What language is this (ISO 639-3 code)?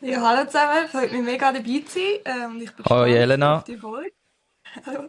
gsw